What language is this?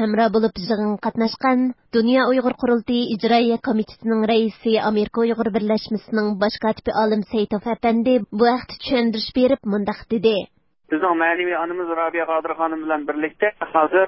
Uyghur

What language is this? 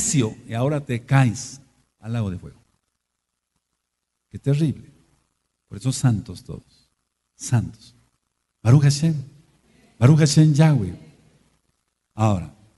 Spanish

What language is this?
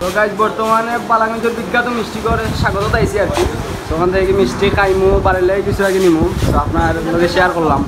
Sylheti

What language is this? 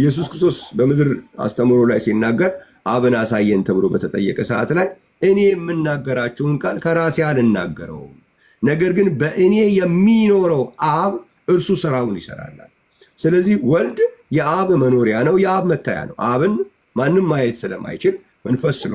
Amharic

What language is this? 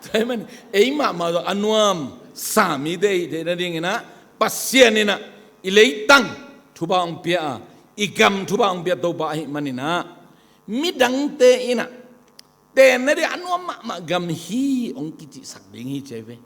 Tedim Chin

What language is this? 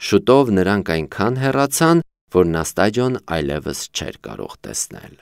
Armenian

